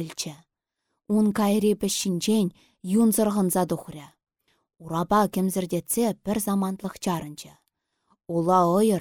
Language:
Chuvash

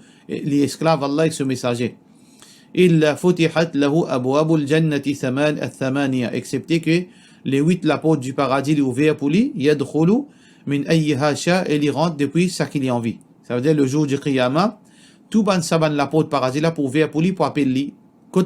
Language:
Morisyen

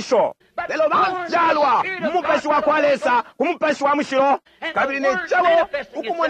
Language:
Bemba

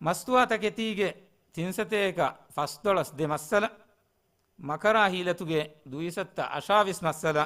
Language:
Divehi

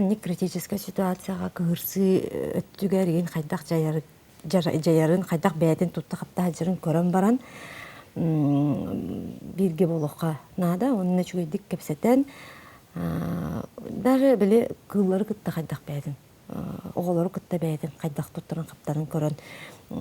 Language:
Yakut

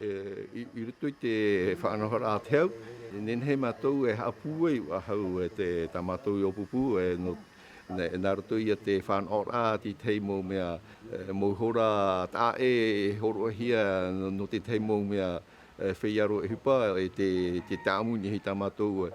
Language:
Tahitian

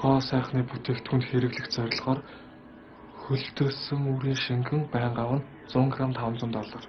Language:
Mongolian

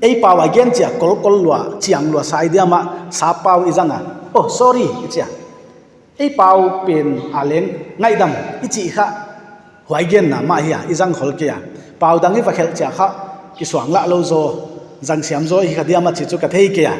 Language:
Paite Chin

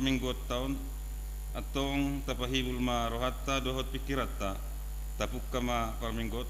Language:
Batak Toba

